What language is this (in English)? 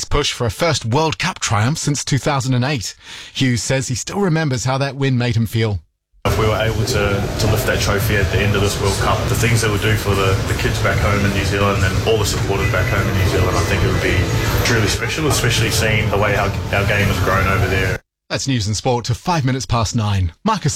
English